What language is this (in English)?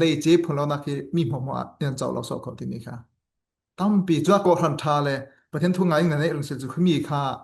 Falam Chin